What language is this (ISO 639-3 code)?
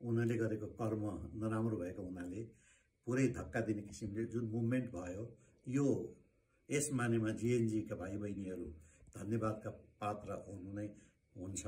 nep